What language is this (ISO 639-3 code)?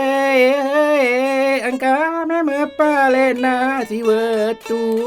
bug